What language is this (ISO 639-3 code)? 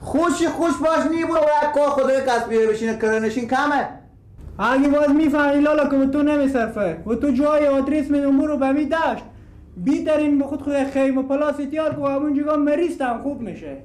fas